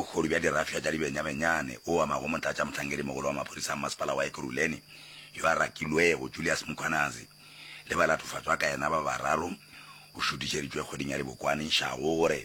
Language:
Northern Sotho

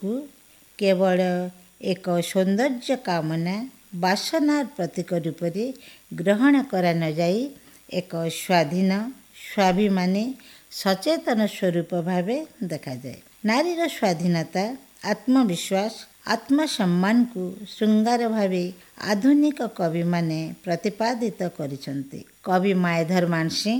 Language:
Odia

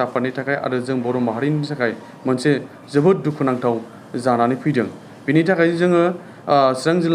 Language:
Bodo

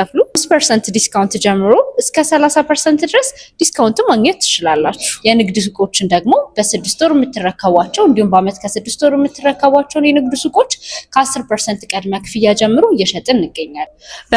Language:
Amharic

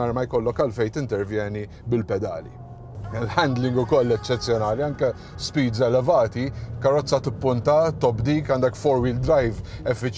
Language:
Maltese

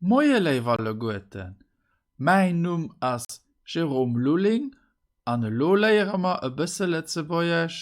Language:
Luxembourgish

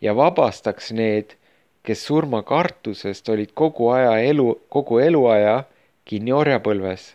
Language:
Estonian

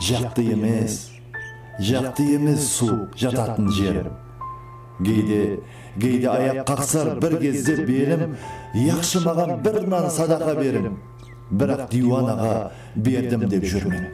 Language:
Kara-Kalpak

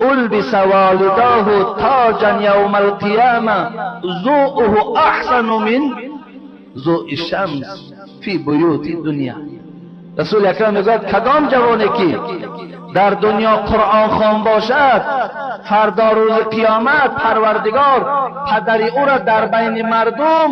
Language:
Tajik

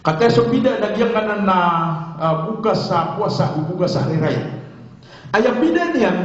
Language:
Maranao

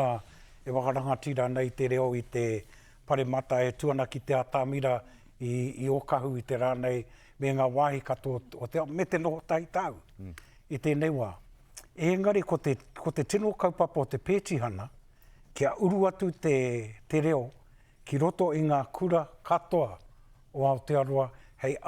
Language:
Māori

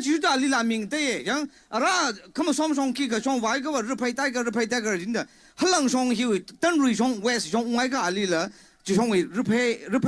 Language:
Tangkhul Naga (India)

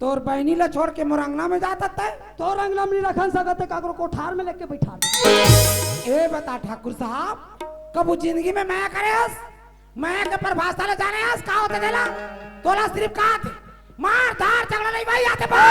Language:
Chhattisgarhi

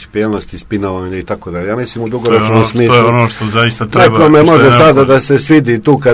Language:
Serbian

